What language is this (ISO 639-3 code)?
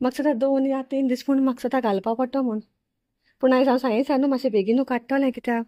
kok